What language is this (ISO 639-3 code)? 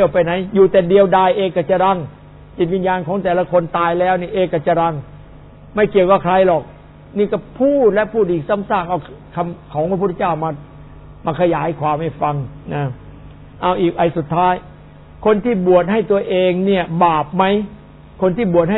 tha